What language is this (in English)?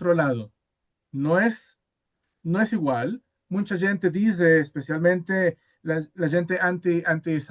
Ladino